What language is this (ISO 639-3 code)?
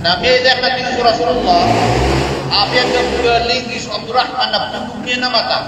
mrw